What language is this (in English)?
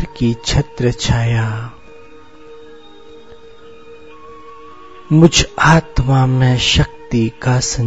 Hindi